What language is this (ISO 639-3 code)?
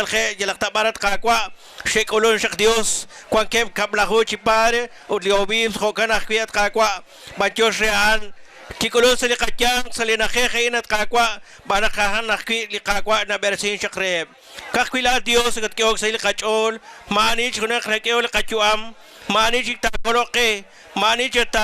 kek